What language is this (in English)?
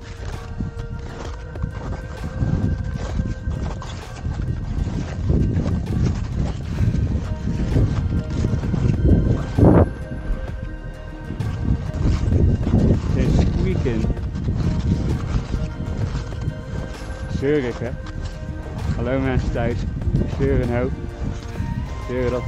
Dutch